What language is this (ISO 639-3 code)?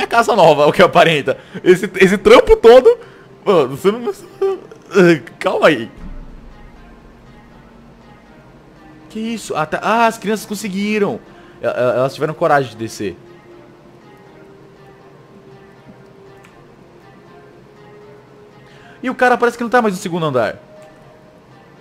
por